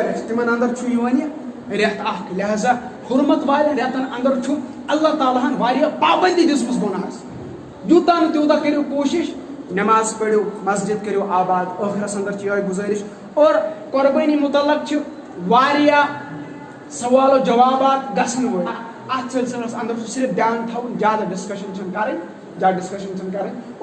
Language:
Kashmiri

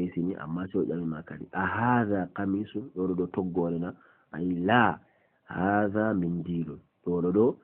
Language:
Fula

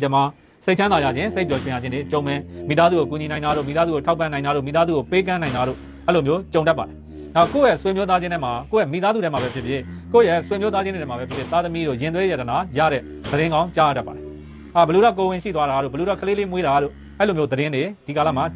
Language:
Burmese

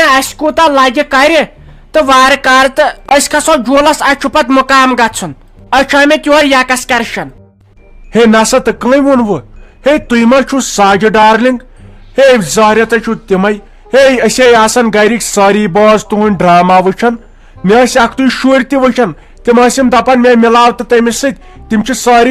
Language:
Kashmiri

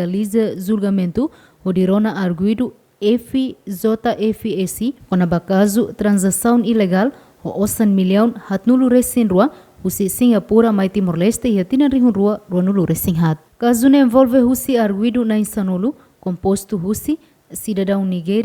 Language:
Tetum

